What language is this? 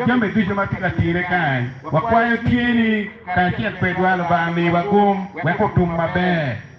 Acoli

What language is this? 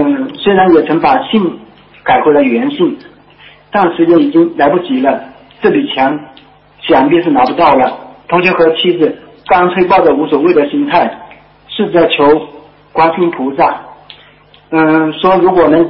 Chinese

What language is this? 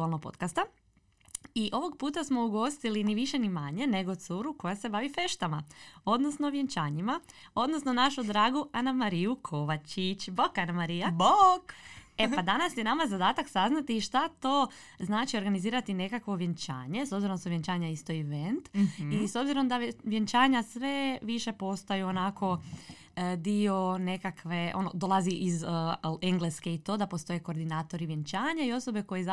Croatian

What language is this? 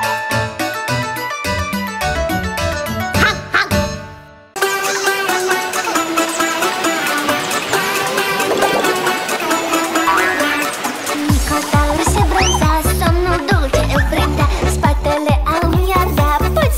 Romanian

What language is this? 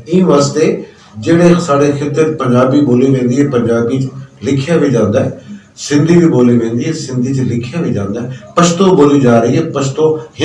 Saraiki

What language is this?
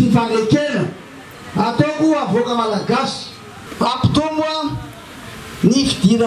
Malagasy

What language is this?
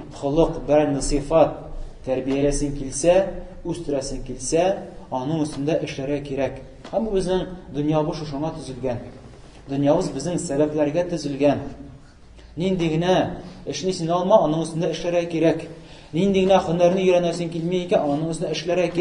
Tatar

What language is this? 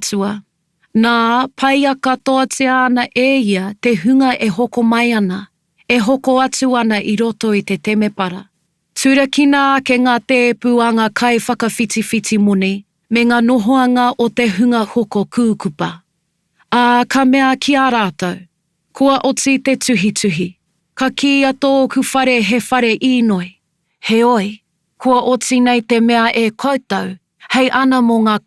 Māori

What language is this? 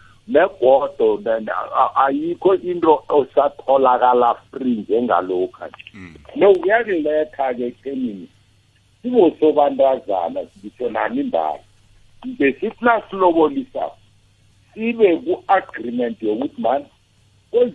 South Ndebele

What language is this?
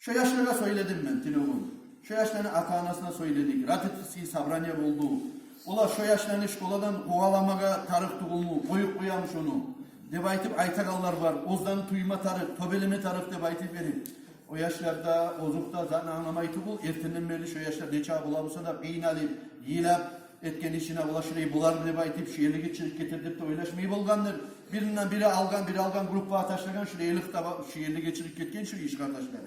Kumyk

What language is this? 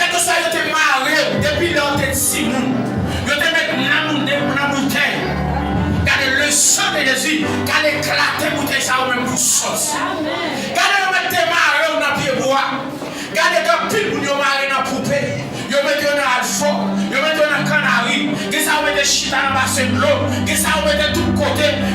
Haitian Creole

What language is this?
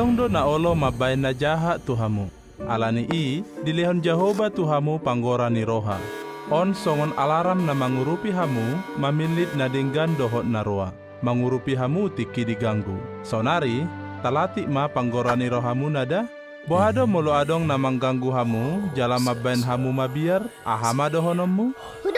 Batak Toba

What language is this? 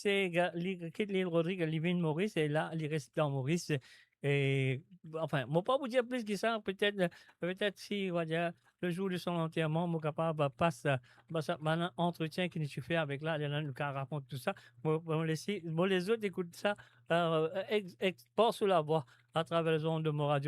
Morisyen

